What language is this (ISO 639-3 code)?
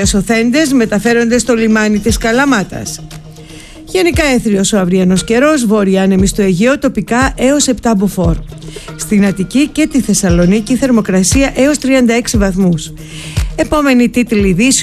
ell